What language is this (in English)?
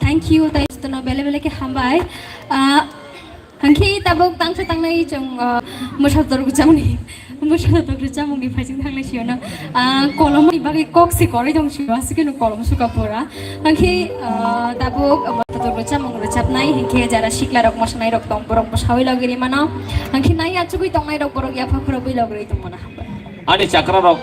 Kok Borok